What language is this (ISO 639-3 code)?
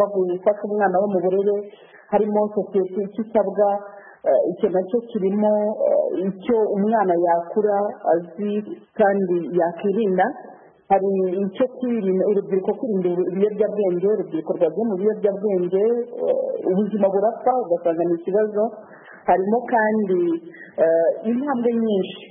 kin